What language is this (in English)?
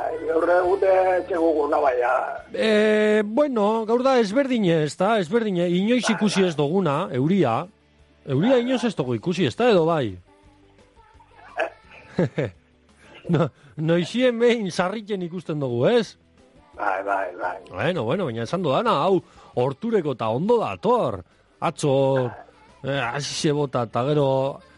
Basque